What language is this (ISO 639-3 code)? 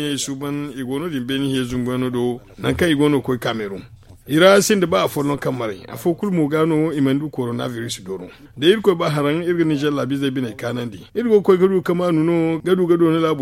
dje